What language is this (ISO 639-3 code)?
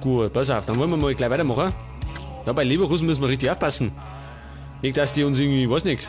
bar